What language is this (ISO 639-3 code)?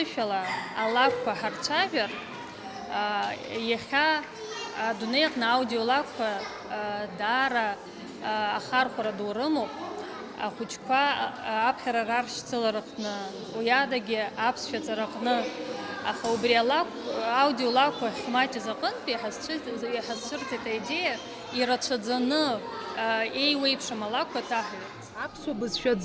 abk